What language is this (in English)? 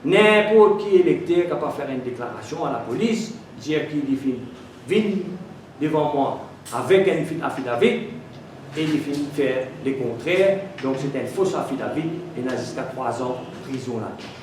Morisyen